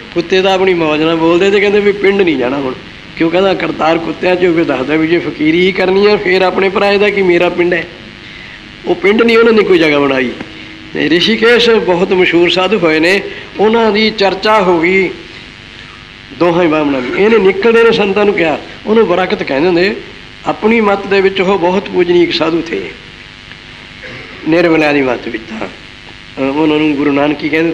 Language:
Punjabi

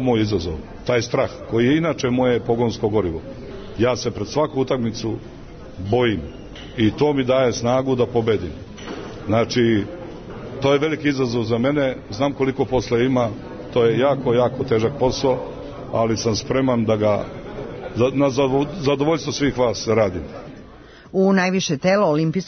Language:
Serbian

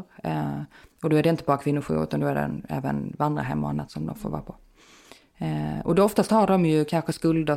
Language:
Swedish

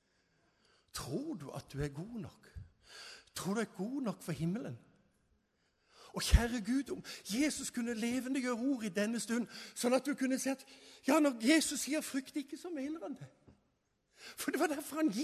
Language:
Norwegian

